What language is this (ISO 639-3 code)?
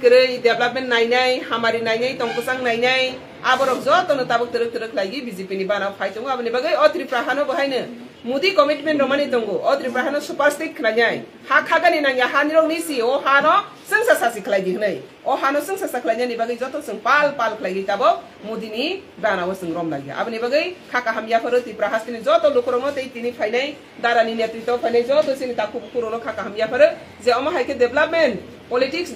trp